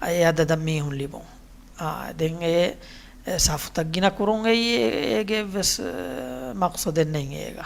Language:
Divehi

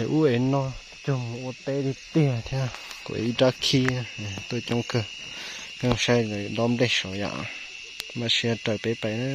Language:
Hmong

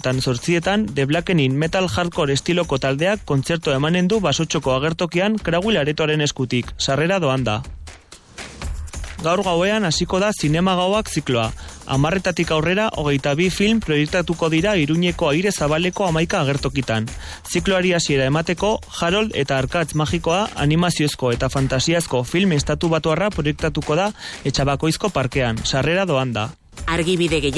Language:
Basque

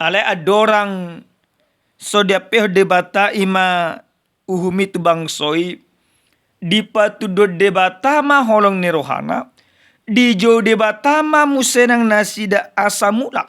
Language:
Batak Toba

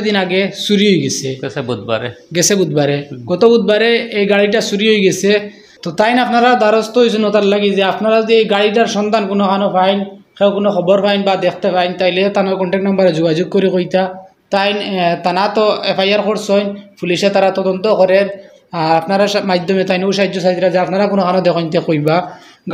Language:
Sylheti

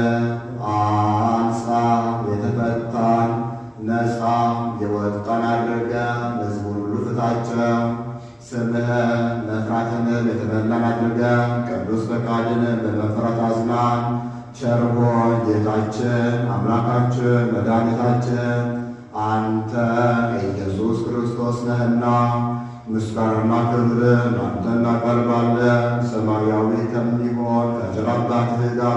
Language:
Amharic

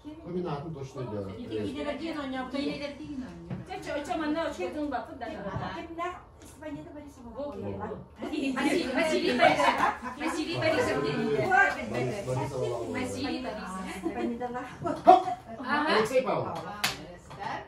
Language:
Yakut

